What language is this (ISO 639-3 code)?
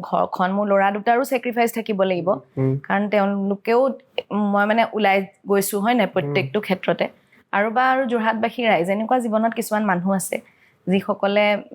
asm